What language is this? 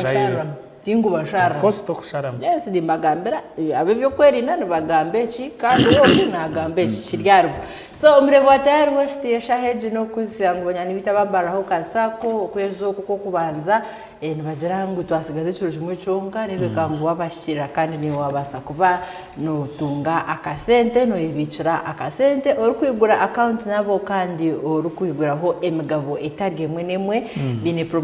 Nyankole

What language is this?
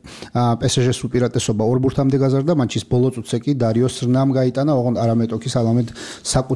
Georgian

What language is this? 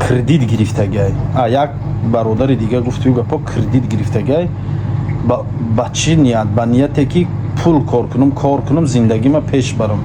Tajik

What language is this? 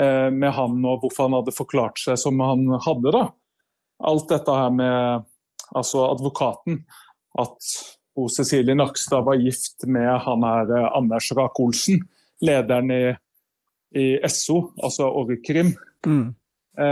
Norwegian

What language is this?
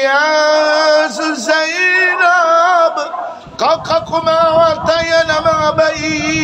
Maranao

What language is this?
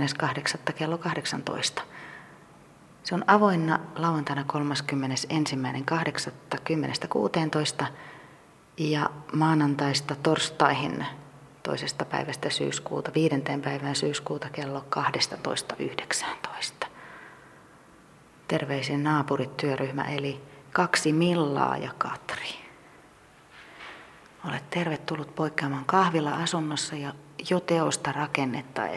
Finnish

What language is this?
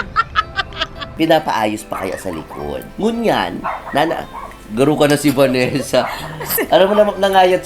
Bikol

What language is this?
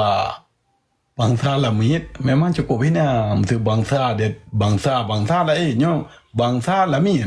Achinese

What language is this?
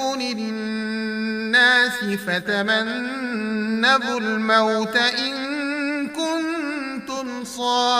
Nyanja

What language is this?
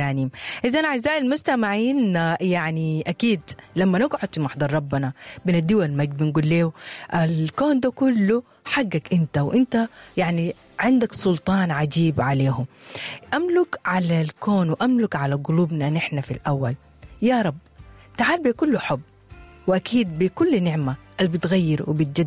Sudanese Arabic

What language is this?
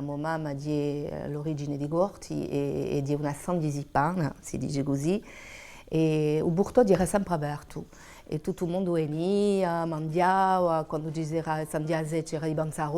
Corsican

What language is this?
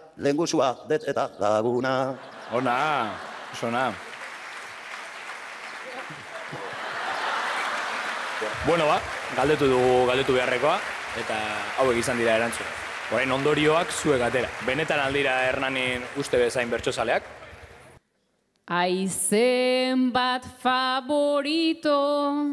Basque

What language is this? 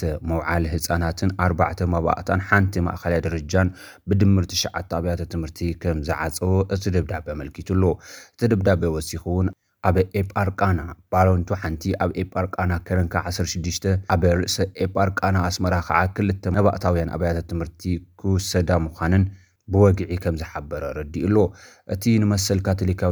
Tigrinya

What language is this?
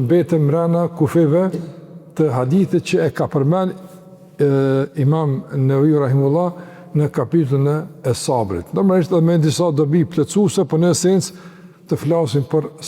Albanian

